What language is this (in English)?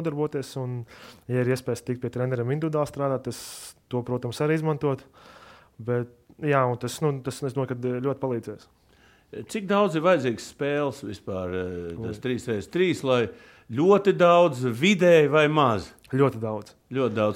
Latvian